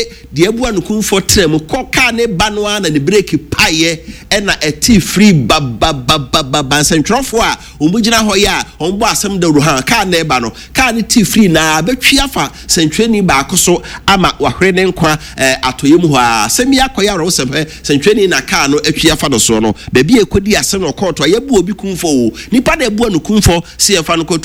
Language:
Akan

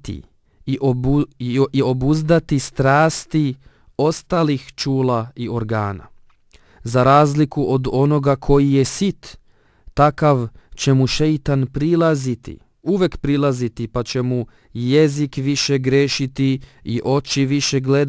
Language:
Bosnian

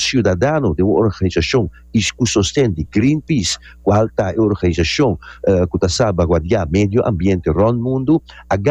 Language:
Papiamento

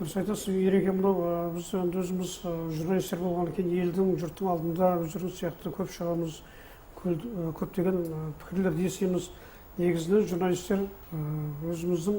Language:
Kazakh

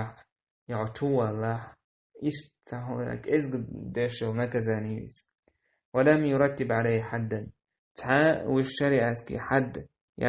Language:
Chechen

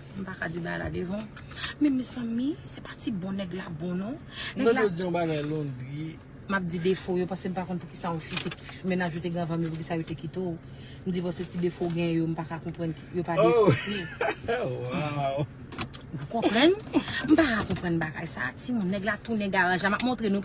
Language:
Haitian Creole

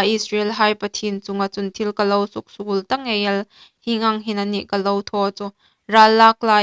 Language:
Hmar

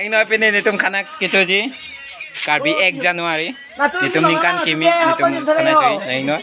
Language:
Karbi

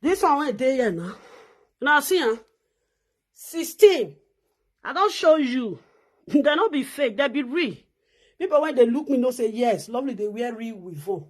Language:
Nigerian Pidgin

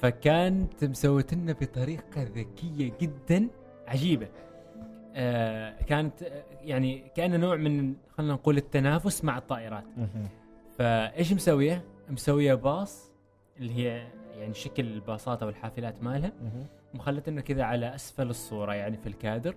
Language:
Gulf Arabic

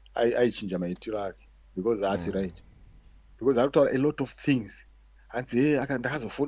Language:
Shona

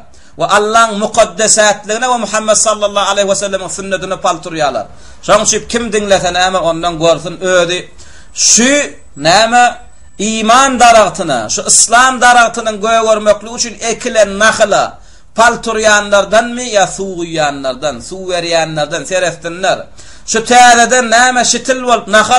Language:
Turkmen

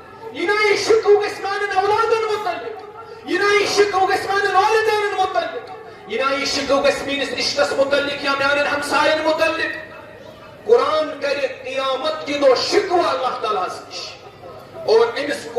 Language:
Kashmiri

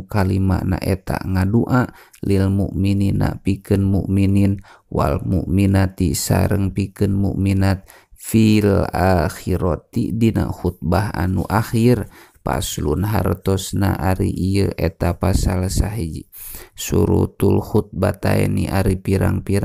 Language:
Sundanese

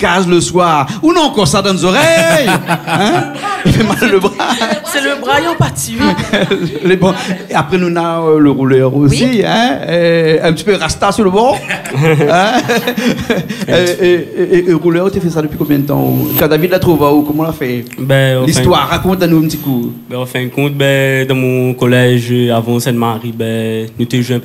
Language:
Réunion Creole French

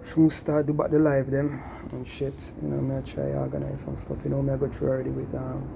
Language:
Jamaican Creole English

